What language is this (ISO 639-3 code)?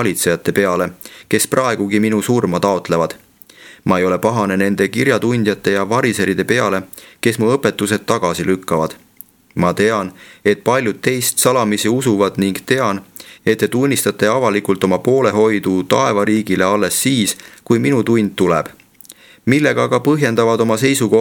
est